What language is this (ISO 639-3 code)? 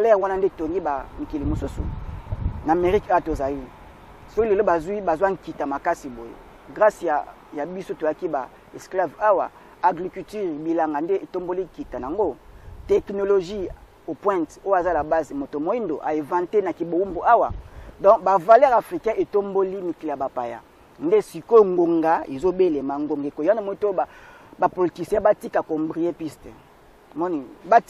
lin